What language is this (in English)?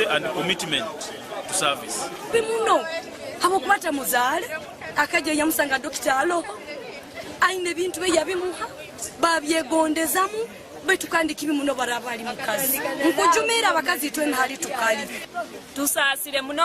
Nyankole